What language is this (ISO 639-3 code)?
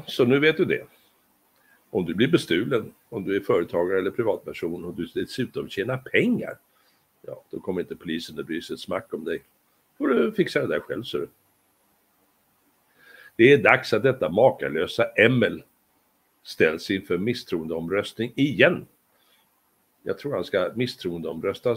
swe